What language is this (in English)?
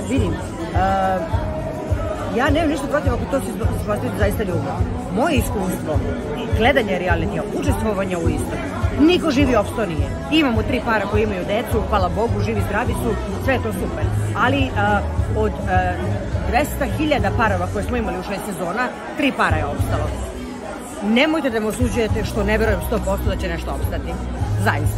Serbian